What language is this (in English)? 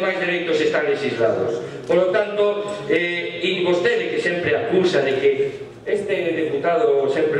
Galician